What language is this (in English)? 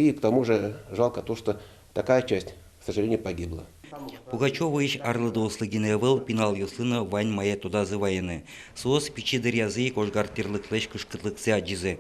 Udmurt